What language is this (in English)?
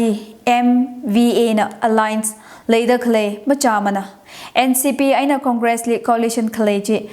Tangkhul Naga (India)